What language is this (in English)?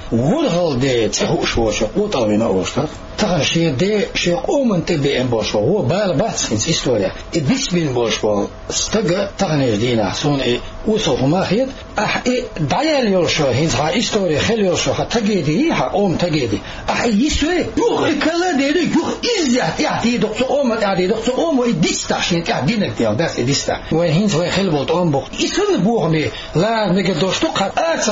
Chechen